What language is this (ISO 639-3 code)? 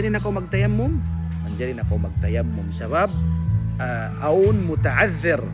tsg